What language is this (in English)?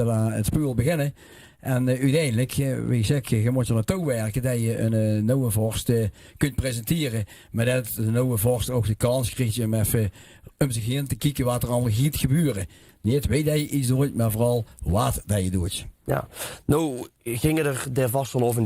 Limburgish